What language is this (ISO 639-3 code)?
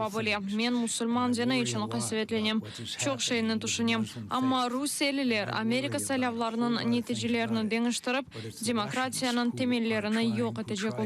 crh